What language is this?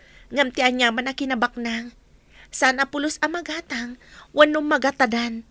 Iloko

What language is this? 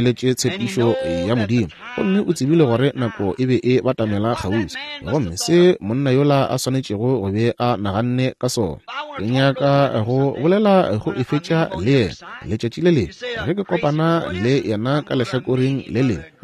Northern Sotho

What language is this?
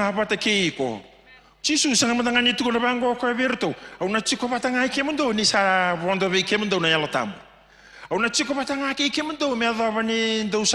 Fijian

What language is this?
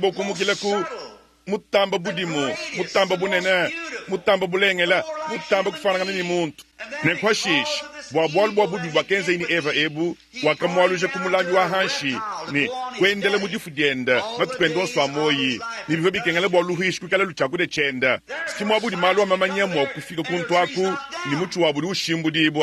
Luba-Lulua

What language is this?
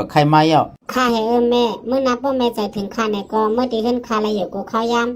Shan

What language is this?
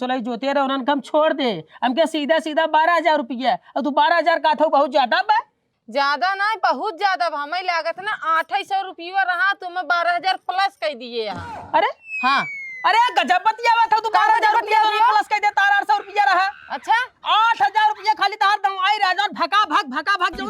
Awadhi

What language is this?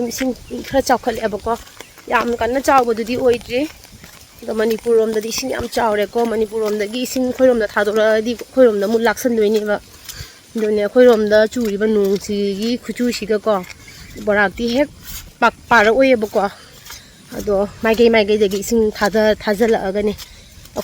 Manipuri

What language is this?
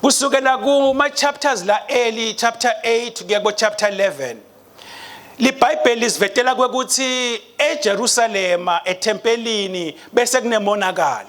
Swati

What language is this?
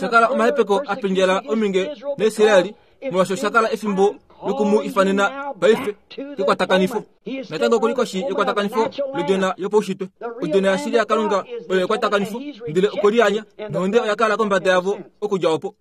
Kuanyama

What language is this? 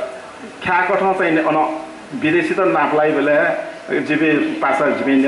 Newari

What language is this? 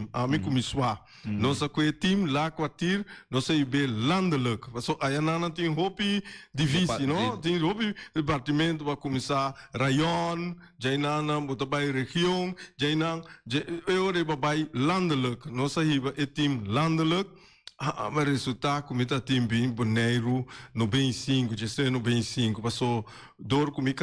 Papiamento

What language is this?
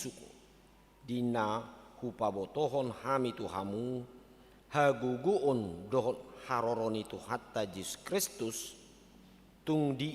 Batak Toba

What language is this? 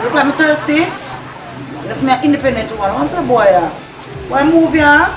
Jamaican Creole English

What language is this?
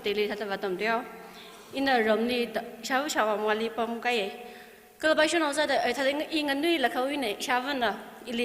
Tangkhul Naga (India)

